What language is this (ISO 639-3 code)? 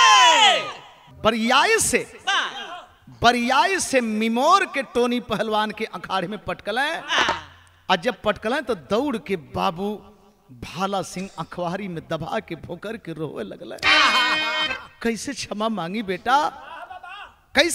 bho